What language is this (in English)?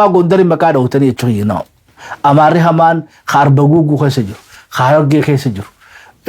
Oromo